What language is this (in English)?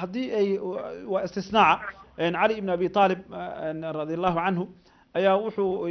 Somali